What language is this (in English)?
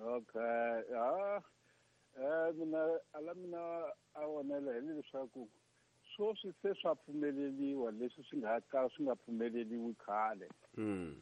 Tsonga